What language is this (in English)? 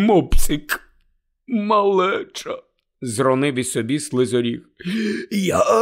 Ukrainian